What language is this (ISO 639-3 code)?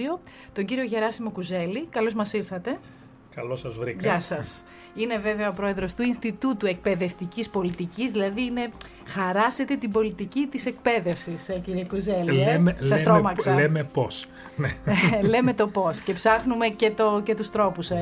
ell